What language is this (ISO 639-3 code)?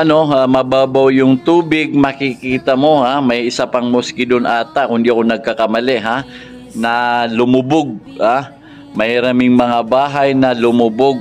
mrw